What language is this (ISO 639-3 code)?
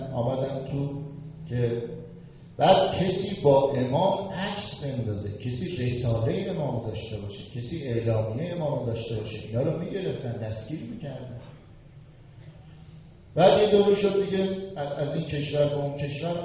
fas